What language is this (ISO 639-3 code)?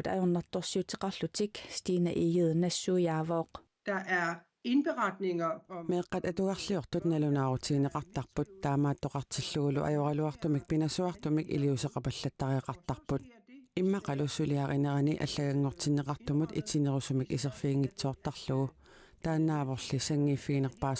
kal